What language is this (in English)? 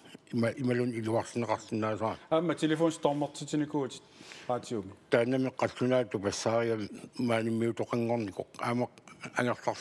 Kalaallisut